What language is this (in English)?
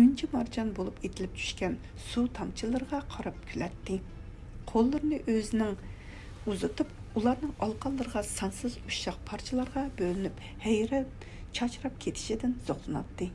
Uyghur